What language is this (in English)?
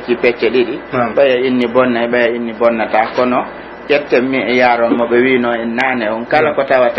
Pular